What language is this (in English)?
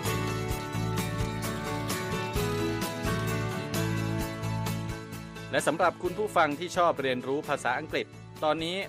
Thai